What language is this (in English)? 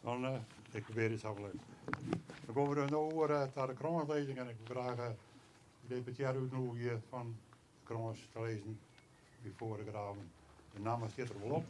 Western Frisian